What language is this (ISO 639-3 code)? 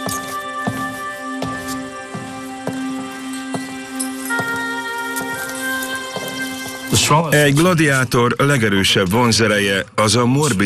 hun